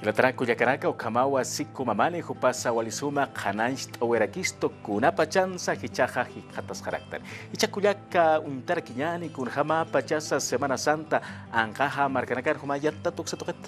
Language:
Aymara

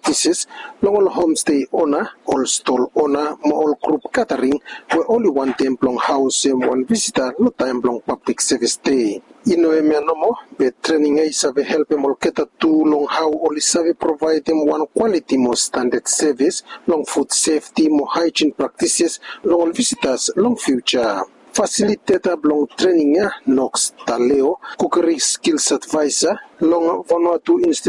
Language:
Bislama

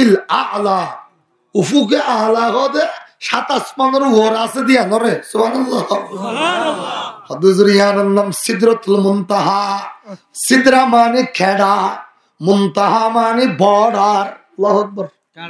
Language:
Rohingya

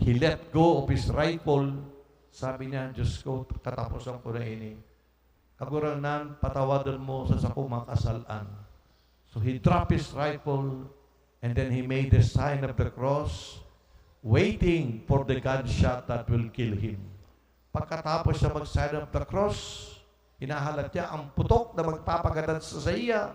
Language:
Bikol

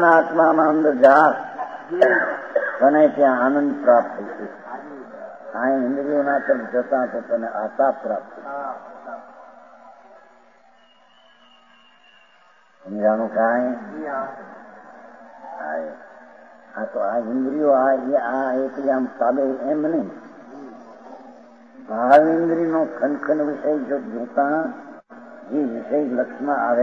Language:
Gujarati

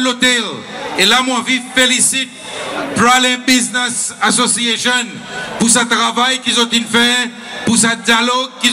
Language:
Seselwa Creole French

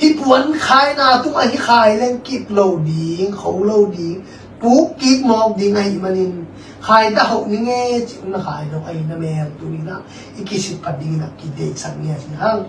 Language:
Tedim Chin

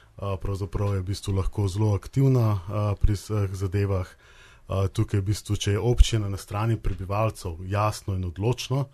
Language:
Slovenian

